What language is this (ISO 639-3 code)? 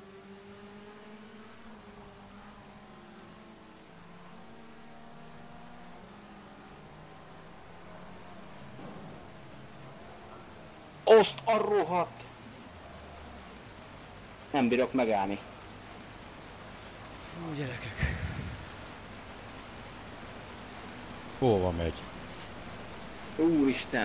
hun